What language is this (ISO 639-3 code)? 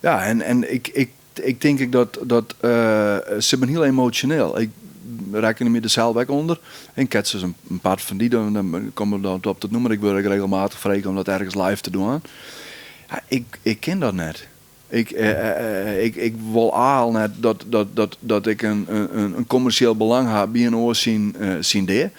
fry